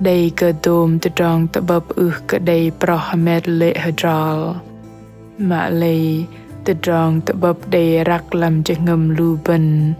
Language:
Bahnar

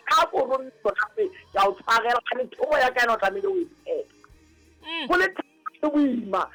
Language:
Southern Sotho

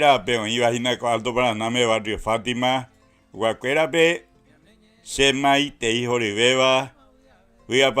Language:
Guarani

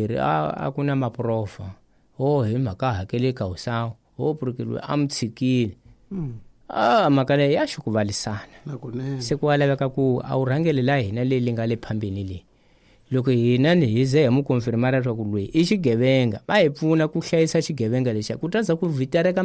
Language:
Tsonga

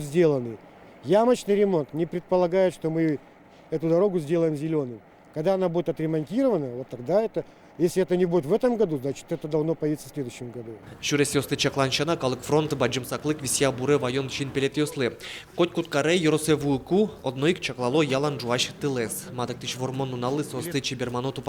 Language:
Udmurt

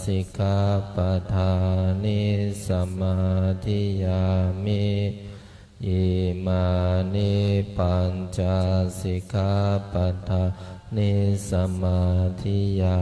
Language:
Pali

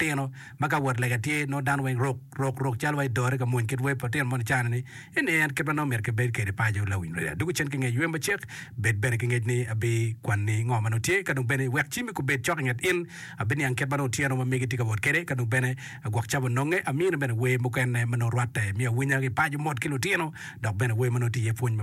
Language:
Acoli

